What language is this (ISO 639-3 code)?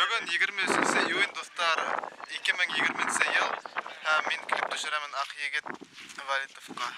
bak